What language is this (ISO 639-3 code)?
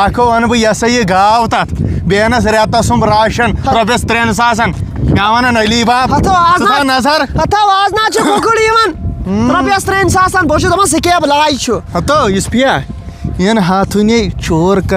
kas